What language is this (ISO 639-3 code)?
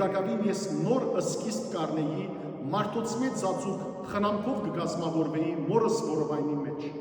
hyw